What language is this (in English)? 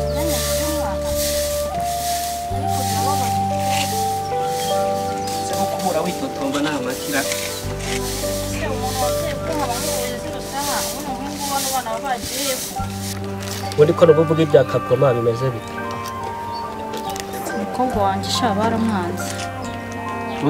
Kinyarwanda